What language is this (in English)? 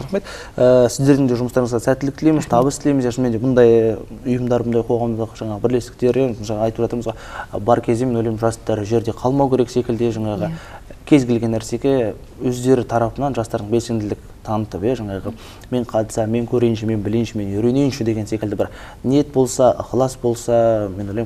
Kazakh